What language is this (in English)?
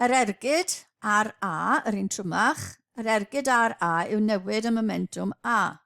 Welsh